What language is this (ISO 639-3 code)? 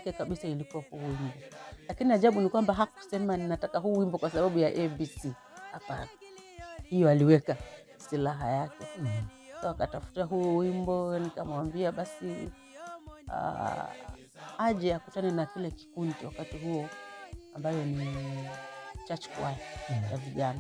swa